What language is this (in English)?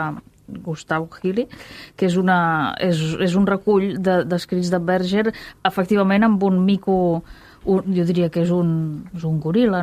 Catalan